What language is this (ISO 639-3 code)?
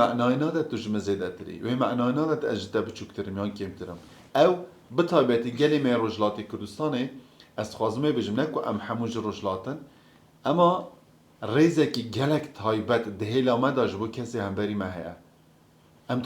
kur